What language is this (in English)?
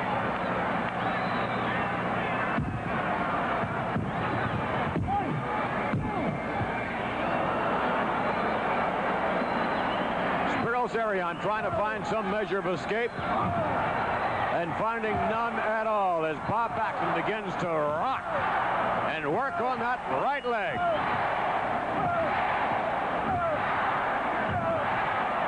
English